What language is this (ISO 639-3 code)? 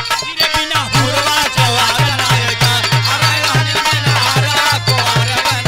bho